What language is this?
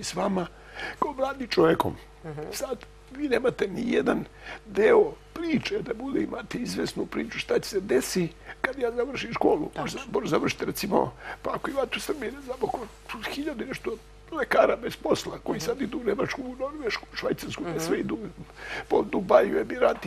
Serbian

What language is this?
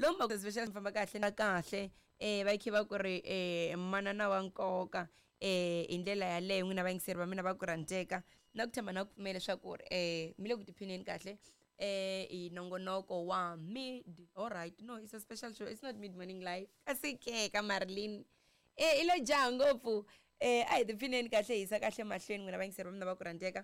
Tsonga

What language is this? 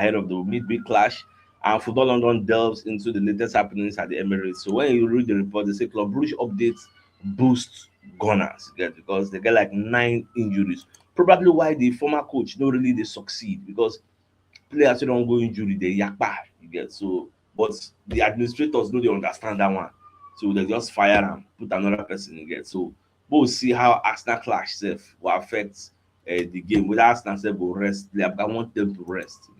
Nigerian Pidgin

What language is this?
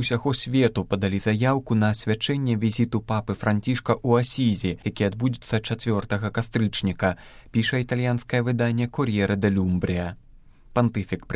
Belarusian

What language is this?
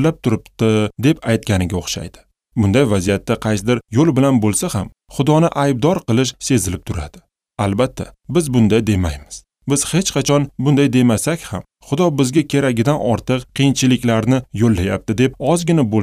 Uzbek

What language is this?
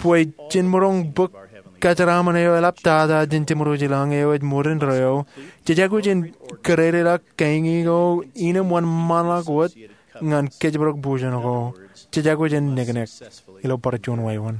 Marshallese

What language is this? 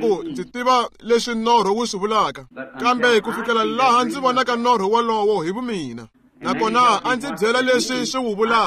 Tsonga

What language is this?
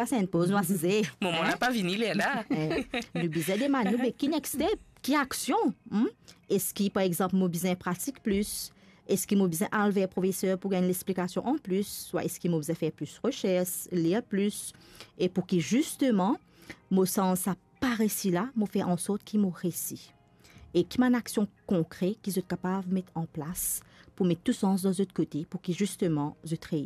Morisyen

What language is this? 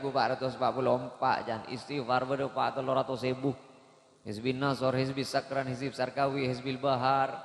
Madurese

